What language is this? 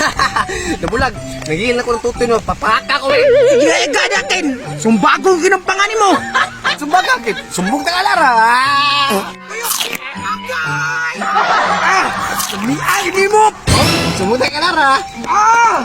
Cebuano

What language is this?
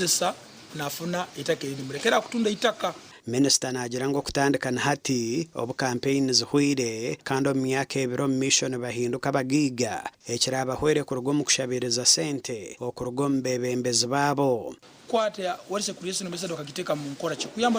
Nyankole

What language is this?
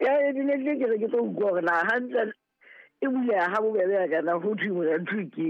Southern Sotho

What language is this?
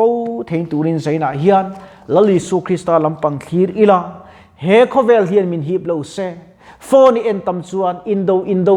Mizo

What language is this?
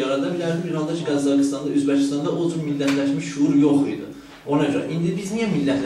South Azerbaijani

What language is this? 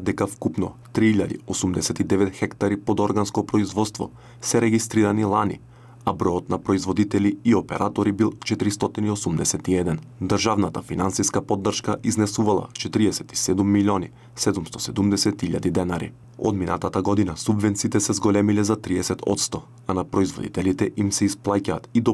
Macedonian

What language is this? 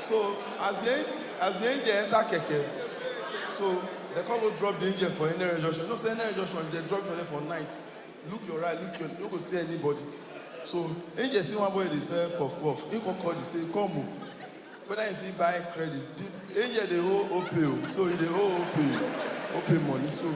Nigerian Pidgin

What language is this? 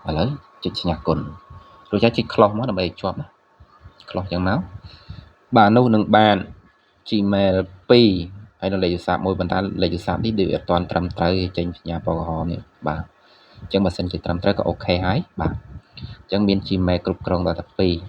Khmer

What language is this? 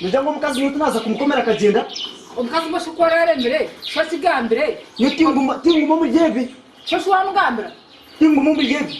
Nyankole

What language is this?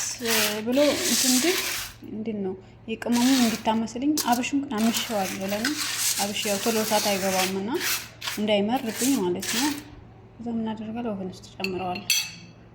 Amharic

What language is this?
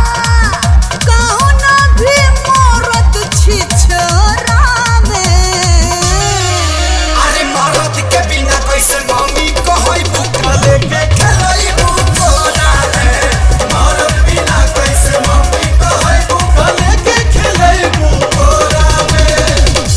Bhojpuri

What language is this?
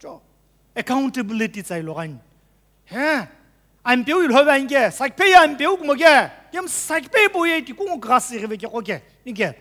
Sumi Naga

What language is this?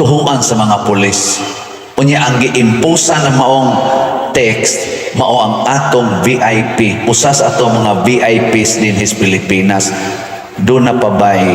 Cebuano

